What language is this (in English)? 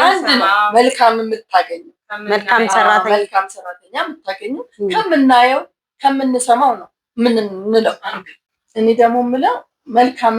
Amharic